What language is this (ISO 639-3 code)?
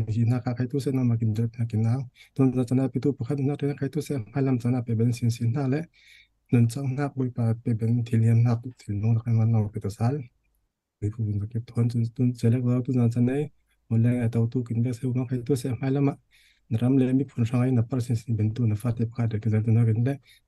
cfm